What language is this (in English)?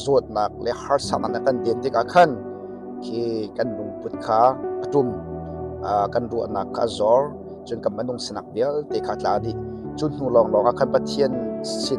Hakha Chin